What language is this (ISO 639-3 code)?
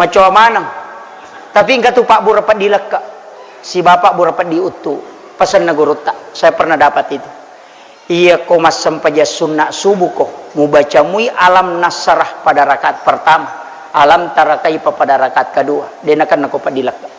bug